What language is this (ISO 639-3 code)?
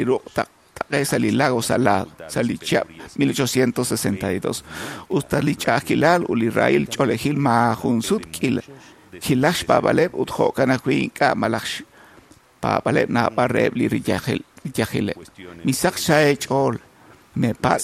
kek